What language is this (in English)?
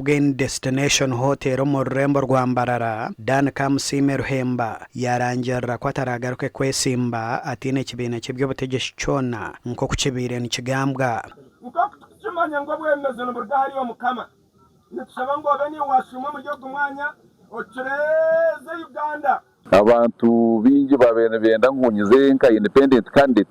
Nyankole